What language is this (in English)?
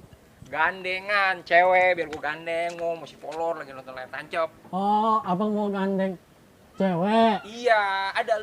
Betawi